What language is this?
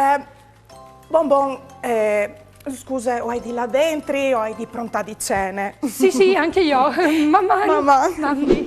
Friulian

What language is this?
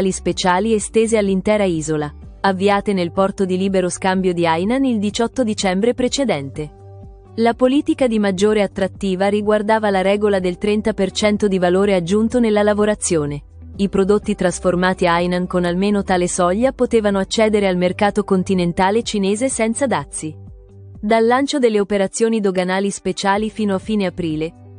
Italian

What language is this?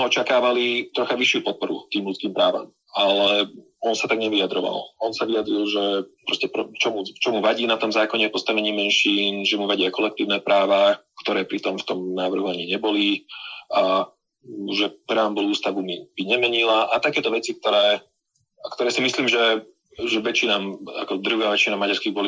Slovak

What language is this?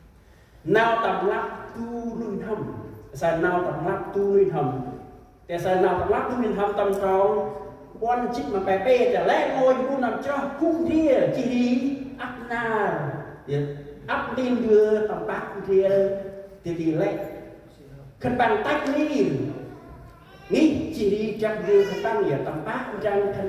Central Mnong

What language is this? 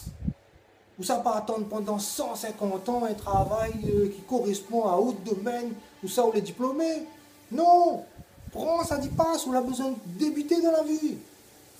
Réunion Creole French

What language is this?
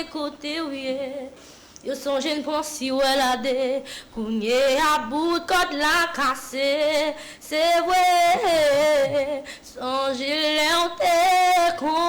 Haitian Creole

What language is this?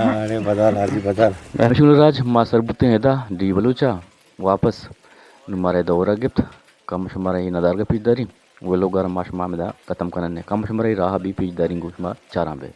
Eastern Balochi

